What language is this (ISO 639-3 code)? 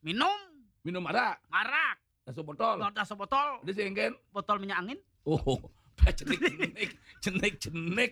ban